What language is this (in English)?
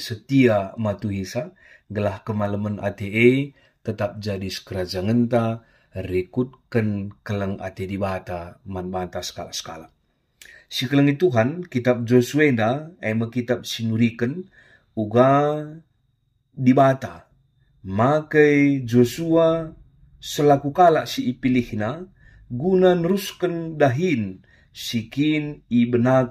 Batak Karo